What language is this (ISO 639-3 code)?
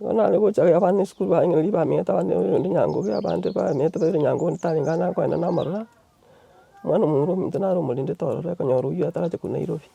guz